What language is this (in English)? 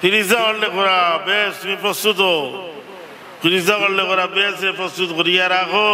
Sylheti